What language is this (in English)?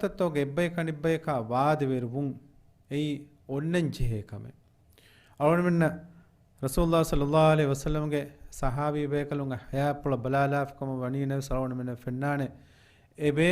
Divehi